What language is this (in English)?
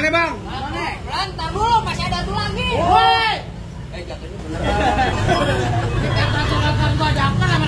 Betawi